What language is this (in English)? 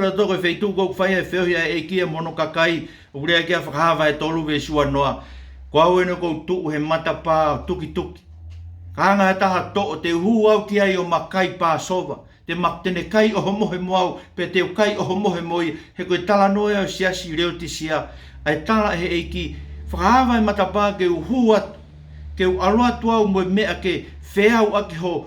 Tongan